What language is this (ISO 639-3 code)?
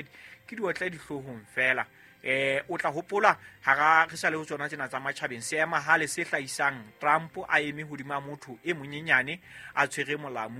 sot